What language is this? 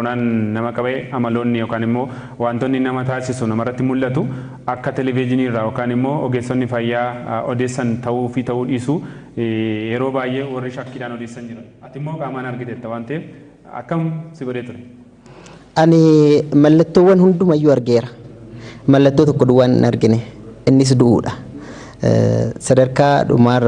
Oromo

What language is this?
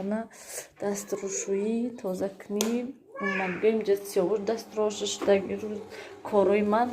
Tajik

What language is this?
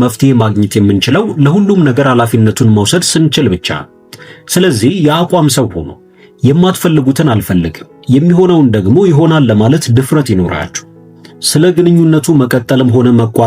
Amharic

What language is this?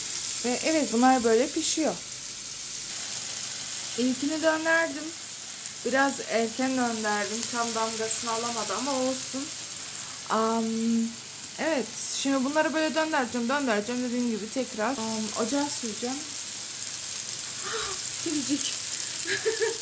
Turkish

